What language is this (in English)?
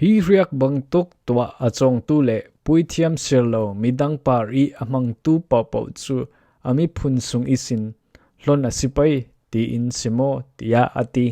Falam Chin